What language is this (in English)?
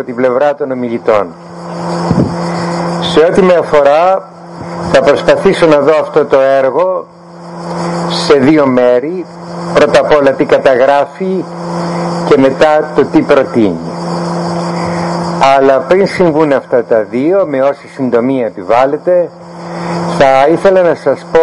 Greek